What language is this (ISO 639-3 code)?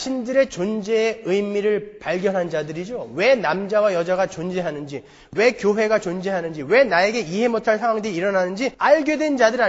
kor